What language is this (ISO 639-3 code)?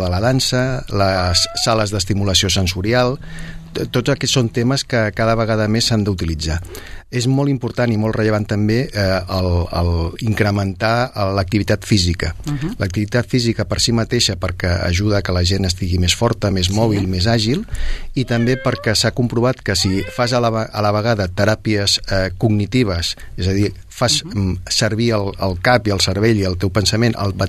cat